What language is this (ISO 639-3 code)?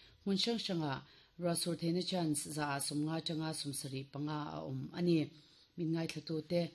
lus